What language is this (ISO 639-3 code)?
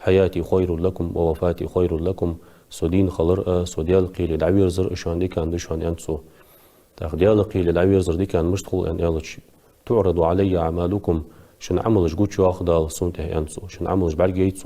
inh